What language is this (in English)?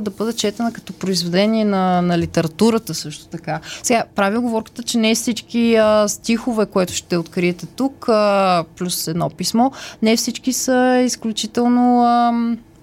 Bulgarian